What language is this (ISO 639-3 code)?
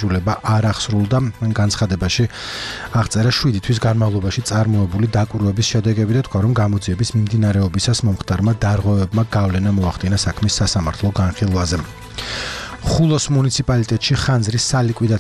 kat